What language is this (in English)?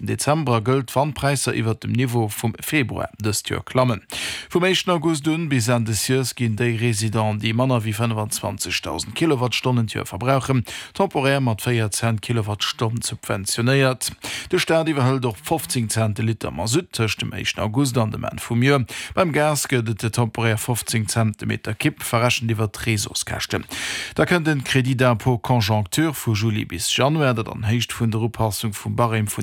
Luxembourgish